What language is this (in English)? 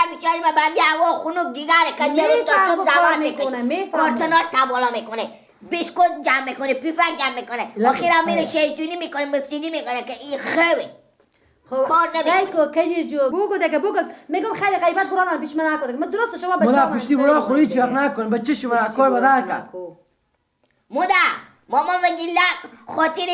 Persian